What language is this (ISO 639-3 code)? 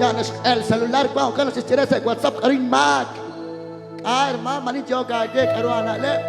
kek